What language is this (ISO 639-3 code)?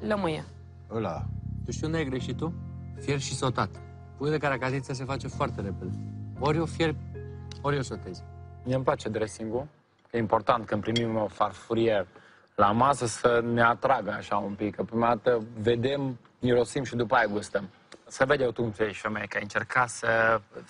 ron